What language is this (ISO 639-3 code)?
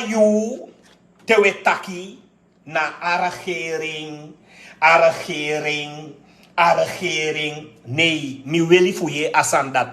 srn